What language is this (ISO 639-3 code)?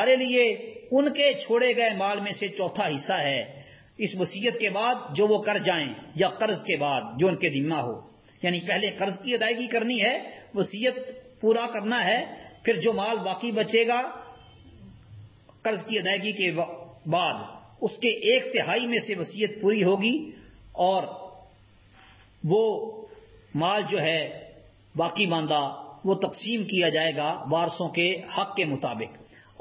urd